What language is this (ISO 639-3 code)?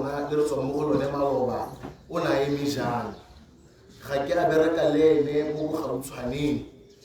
tsn